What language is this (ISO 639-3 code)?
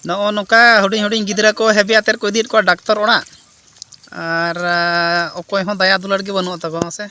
sat